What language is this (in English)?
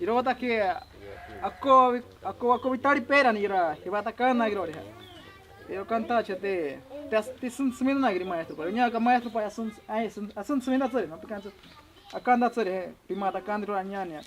Ashéninka Perené